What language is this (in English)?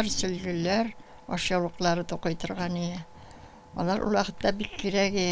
Tatar